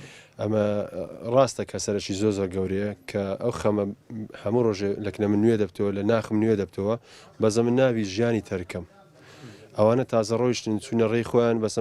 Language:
Central Kurdish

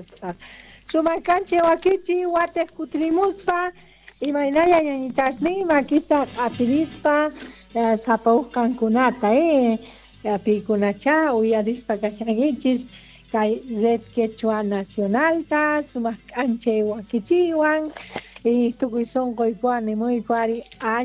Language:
South Bolivian Quechua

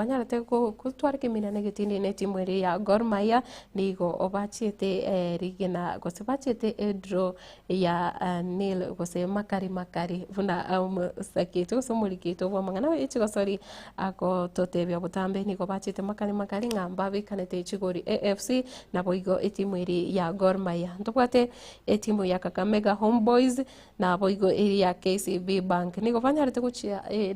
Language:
Gusii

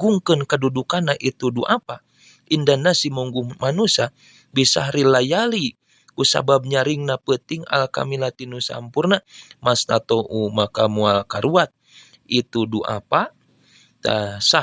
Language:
Sundanese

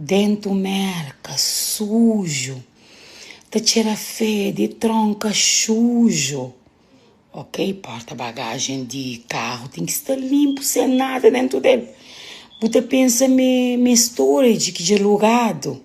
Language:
Kabuverdianu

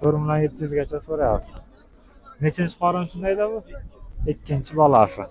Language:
Uzbek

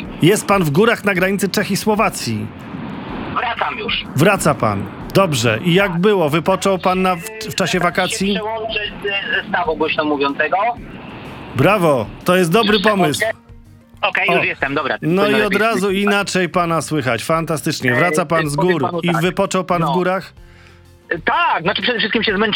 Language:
Polish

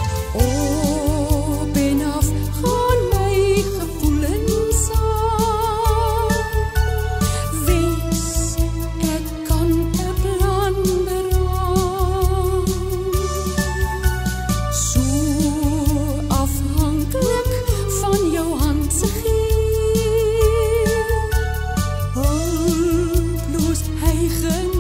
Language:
Afrikaans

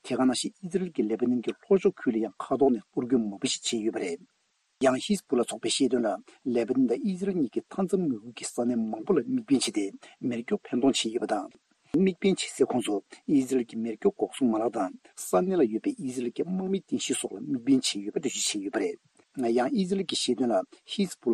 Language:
Tibetan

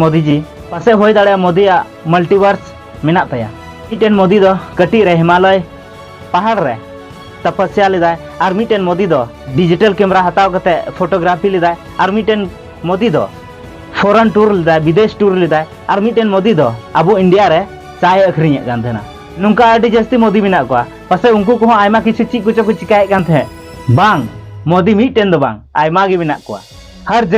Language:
Santali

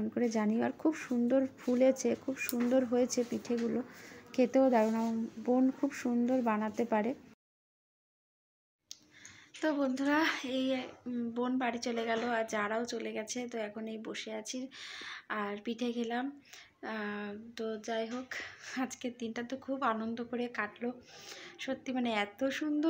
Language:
Bangla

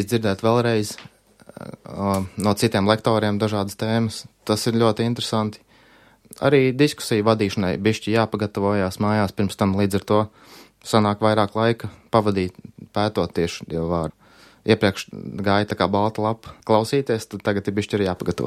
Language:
Latvian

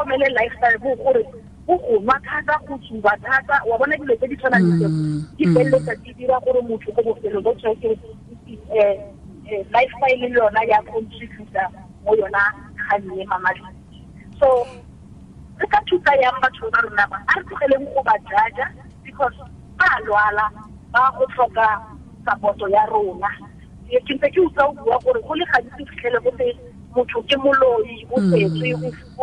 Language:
Tswana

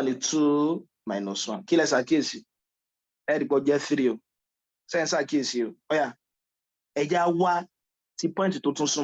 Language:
Yoruba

